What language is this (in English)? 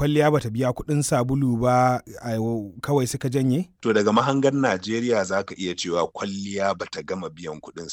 Hausa